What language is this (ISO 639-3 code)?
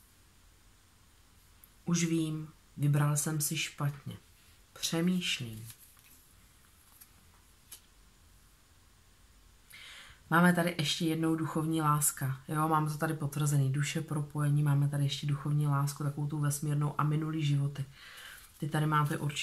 ces